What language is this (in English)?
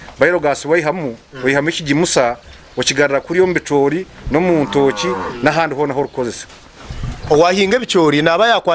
Nyankole